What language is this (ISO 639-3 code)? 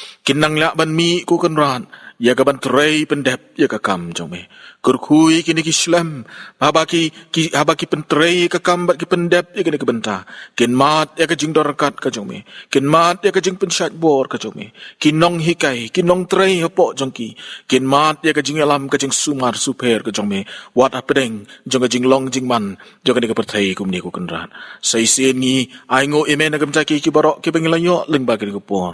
kha